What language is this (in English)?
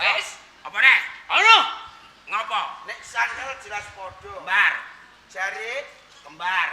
Javanese